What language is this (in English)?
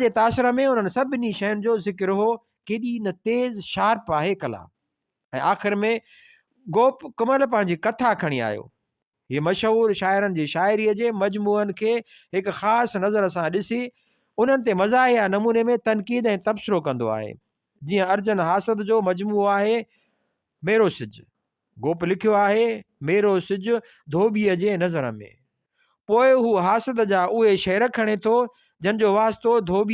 Sindhi